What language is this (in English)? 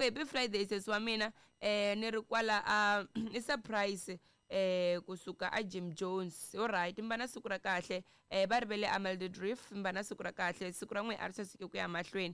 Tsonga